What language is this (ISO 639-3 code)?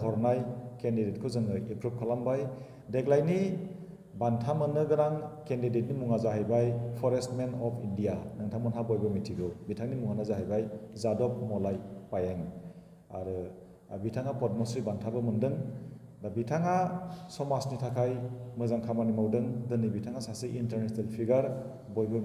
brx